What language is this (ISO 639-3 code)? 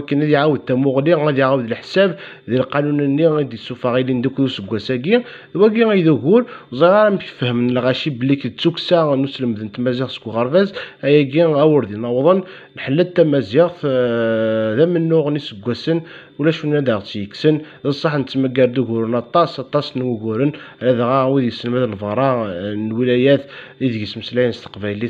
kab